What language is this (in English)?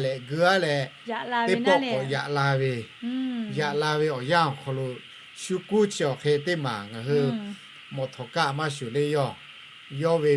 Lahu